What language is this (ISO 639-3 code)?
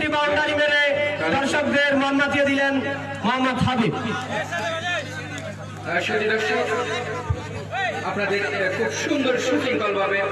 ben